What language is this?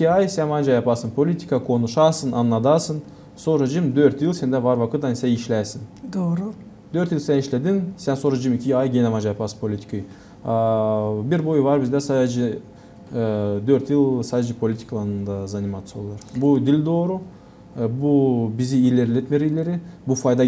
Gagauz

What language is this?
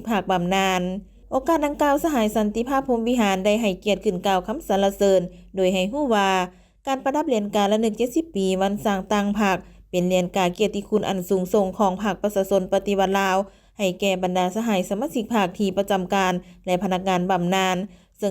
Lao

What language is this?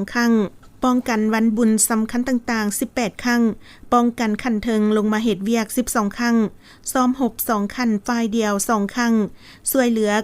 Lao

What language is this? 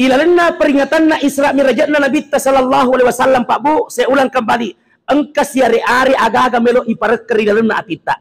Buginese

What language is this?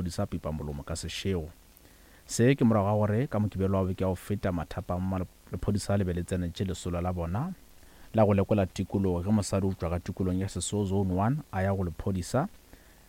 Northern Sotho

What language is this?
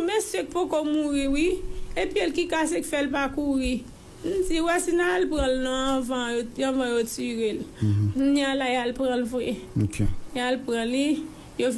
Haitian Creole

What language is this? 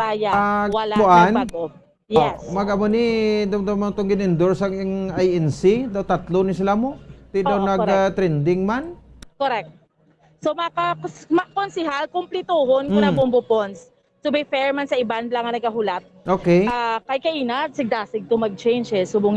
Hiligaynon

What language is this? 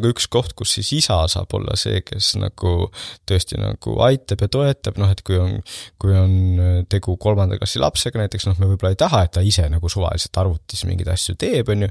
Estonian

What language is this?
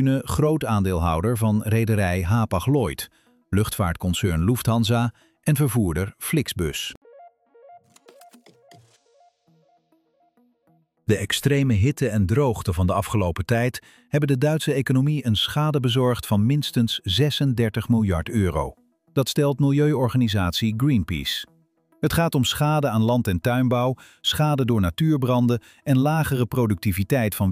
Dutch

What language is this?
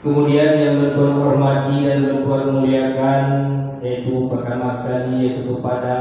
Achinese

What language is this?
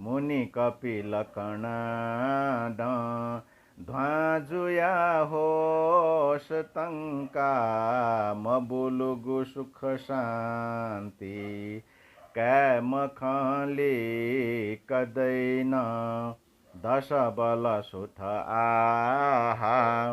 Newari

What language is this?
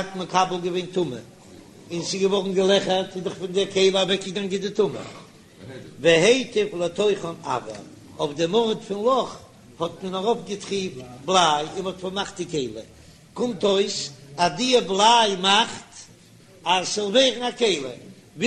Yiddish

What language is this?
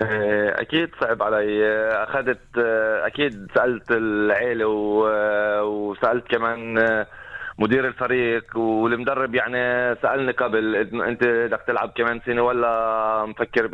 North Levantine Arabic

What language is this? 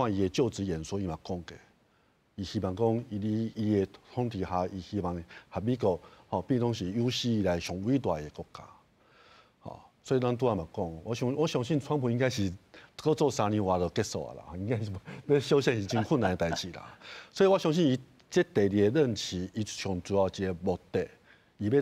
Min Nan Chinese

